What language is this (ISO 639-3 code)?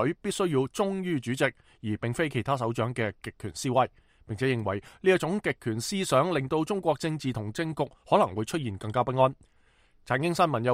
yue